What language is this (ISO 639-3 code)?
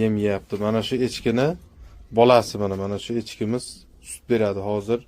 uzb